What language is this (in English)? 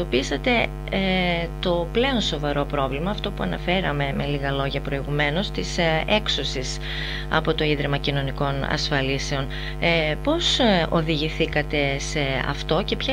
Greek